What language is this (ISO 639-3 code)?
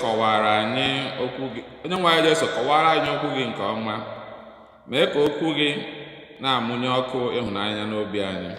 ibo